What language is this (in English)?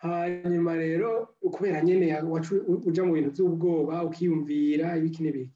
Rundi